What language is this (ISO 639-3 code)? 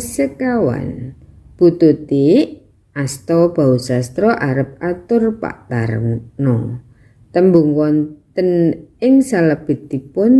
jav